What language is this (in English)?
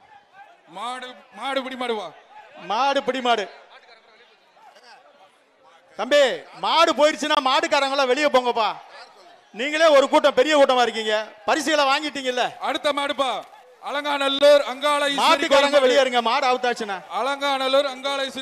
Tamil